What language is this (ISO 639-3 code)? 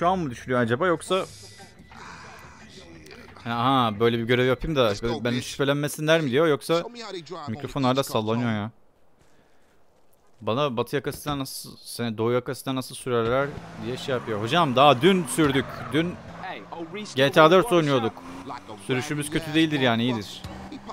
tur